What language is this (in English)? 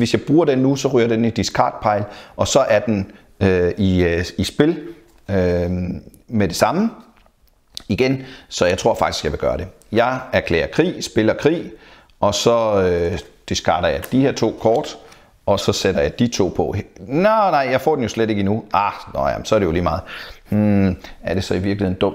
Danish